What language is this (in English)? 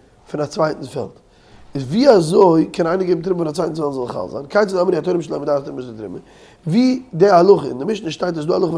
Yiddish